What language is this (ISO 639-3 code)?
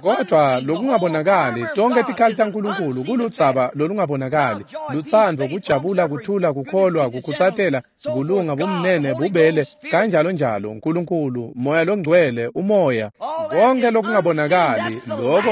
ssw